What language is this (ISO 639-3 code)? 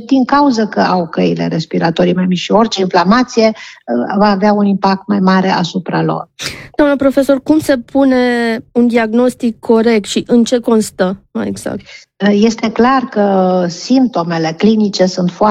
ron